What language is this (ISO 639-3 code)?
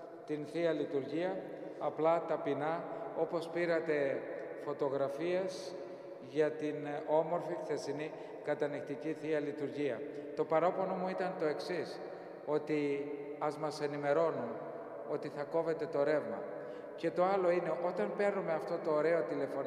ell